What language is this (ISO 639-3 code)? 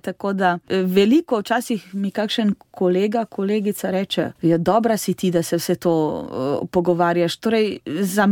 slv